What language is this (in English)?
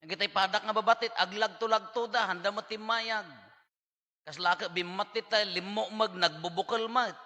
Iloko